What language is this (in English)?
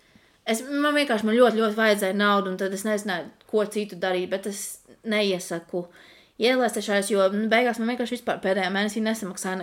Latvian